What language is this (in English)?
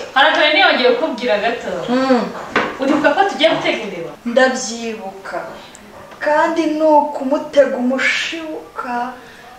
Kinyarwanda